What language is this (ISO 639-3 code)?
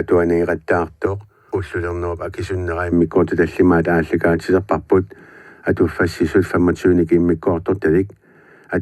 kal